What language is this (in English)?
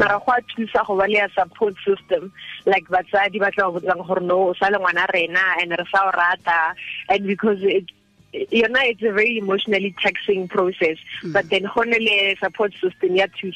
Tswana